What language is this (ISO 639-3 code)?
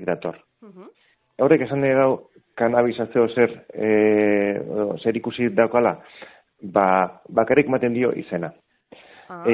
eus